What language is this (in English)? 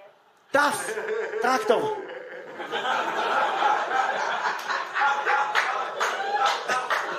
Hebrew